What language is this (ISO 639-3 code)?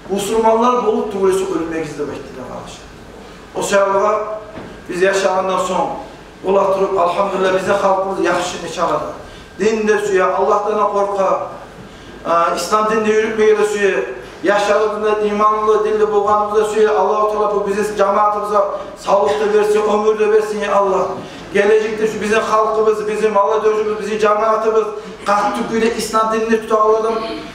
kum